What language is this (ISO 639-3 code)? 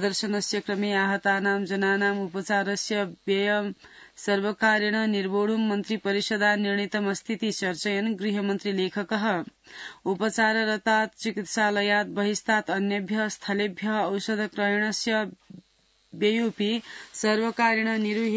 san